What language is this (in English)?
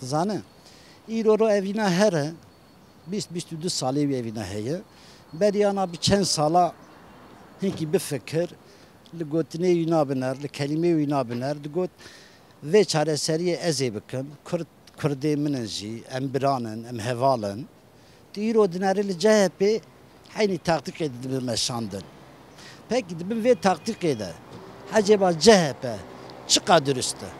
Kurdish